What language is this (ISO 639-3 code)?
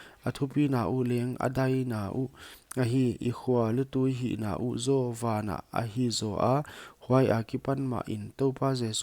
pck